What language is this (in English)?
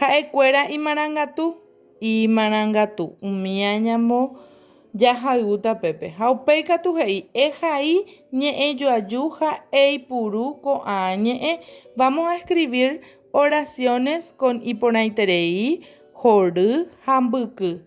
Guarani